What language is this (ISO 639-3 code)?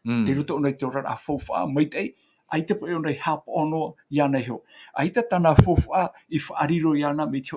tah